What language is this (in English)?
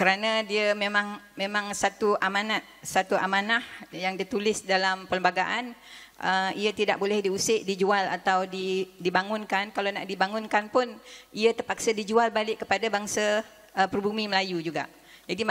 Malay